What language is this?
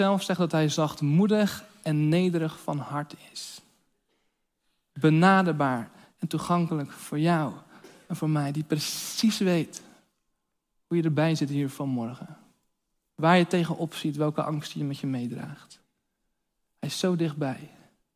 Dutch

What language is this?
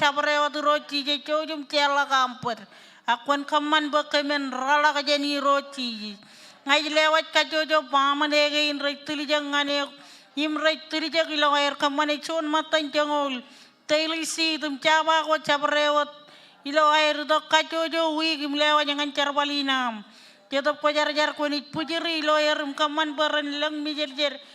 Marshallese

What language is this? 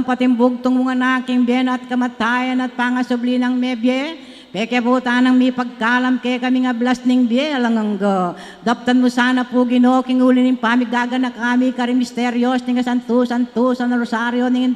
Pampanga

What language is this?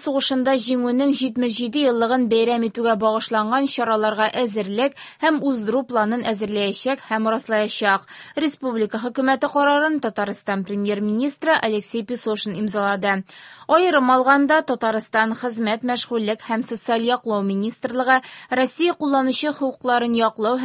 Tatar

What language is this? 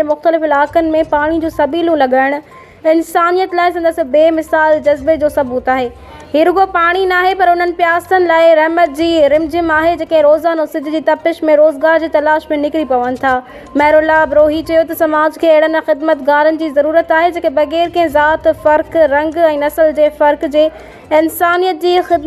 Sindhi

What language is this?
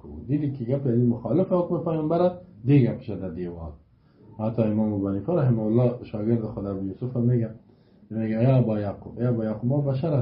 Persian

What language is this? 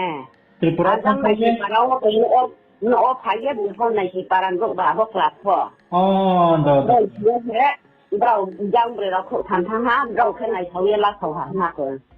Riang (India)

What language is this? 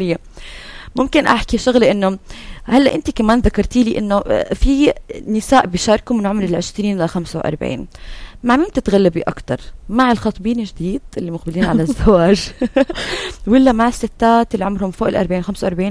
North Levantine Arabic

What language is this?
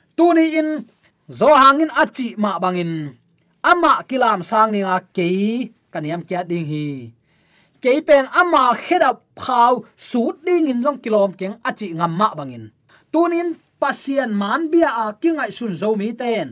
Tedim Chin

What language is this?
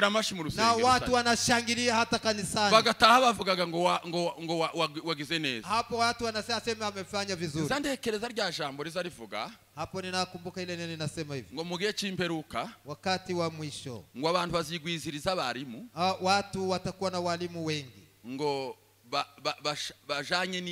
Kinyarwanda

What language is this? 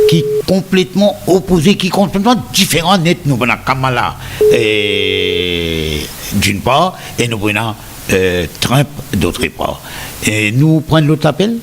Morisyen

